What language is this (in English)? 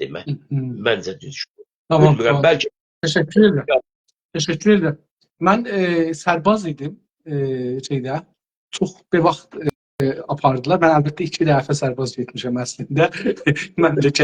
South Azerbaijani